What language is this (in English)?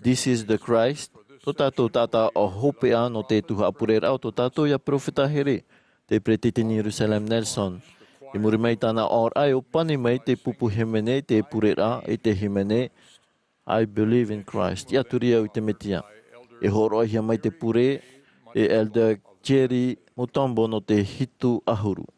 Tahitian